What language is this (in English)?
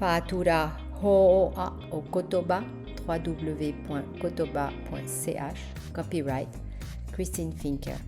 Tahitian